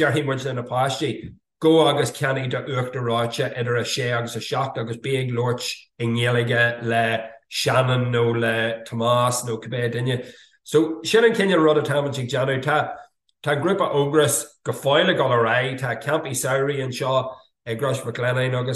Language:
Irish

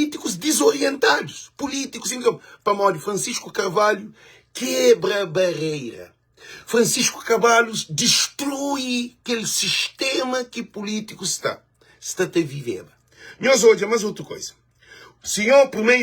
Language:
Kabuverdianu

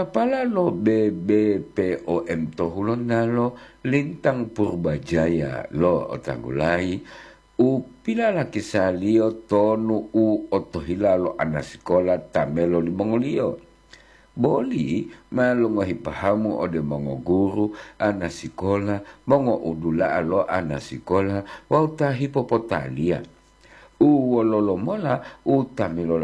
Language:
Gorontalo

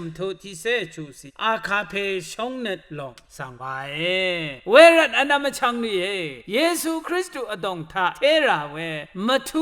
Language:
Rawang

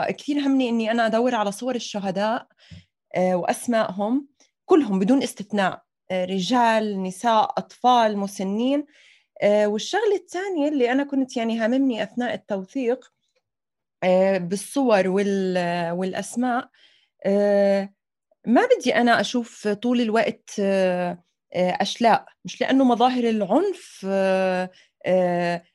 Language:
North Levantine Arabic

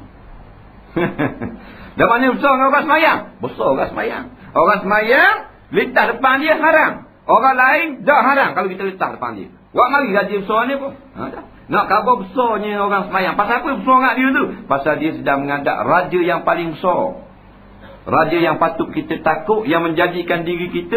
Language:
Malay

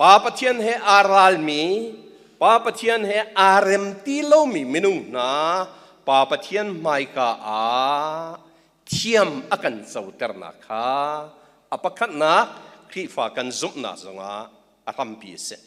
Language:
Hakha Chin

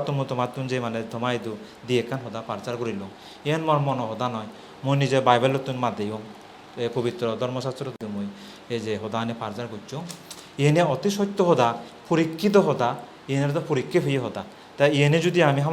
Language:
Chakma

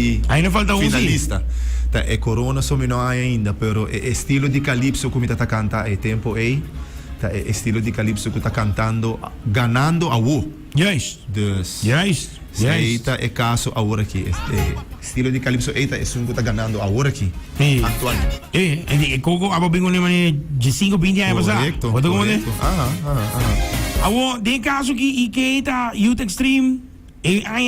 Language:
Papiamento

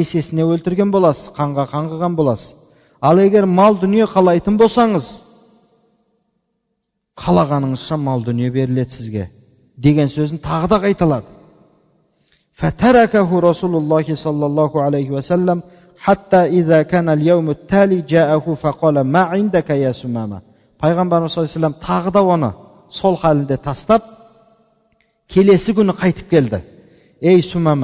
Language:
Kazakh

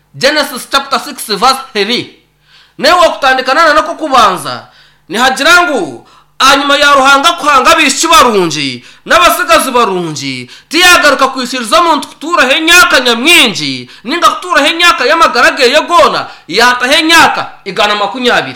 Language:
Nyankole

